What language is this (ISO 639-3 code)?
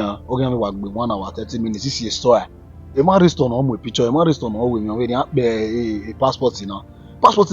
bin